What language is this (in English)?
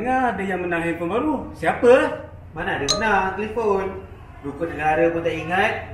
Malay